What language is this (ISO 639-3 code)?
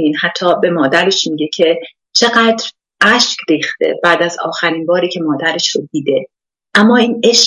fas